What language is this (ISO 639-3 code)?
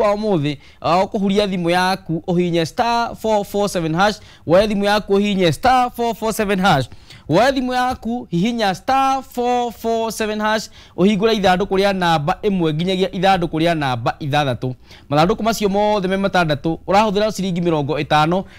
kik